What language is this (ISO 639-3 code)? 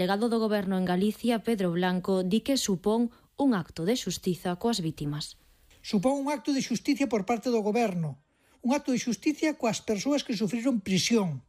glg